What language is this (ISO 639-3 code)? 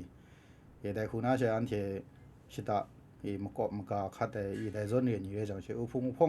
kac